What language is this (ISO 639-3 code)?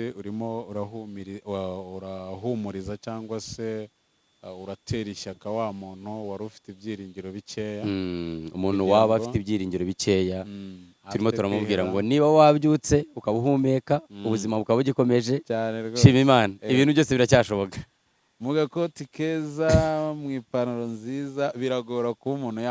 kin